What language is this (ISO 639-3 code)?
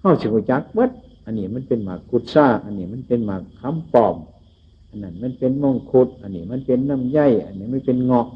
tts